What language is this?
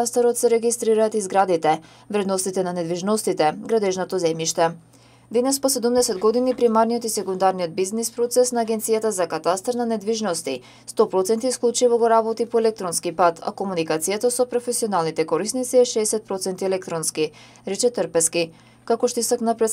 Macedonian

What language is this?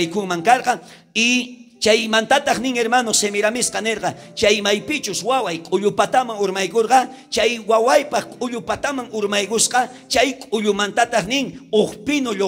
South Bolivian Quechua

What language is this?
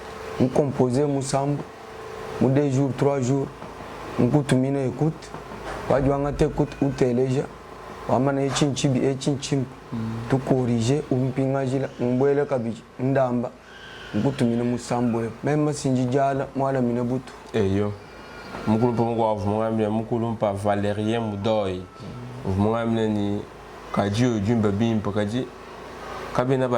Luba-Lulua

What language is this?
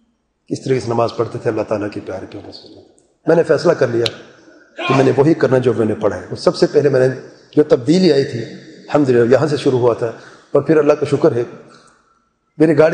Urdu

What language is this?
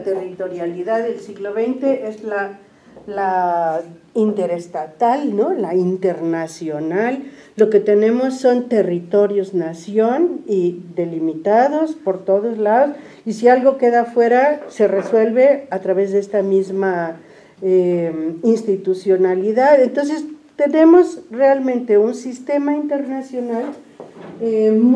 Spanish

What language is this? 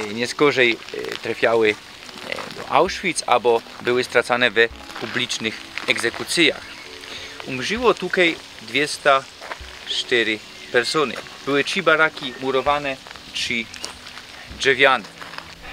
Silesian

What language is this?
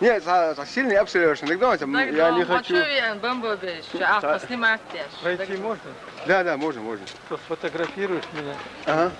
Chechen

